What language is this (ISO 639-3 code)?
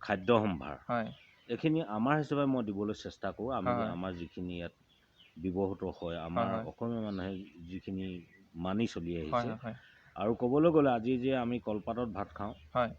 asm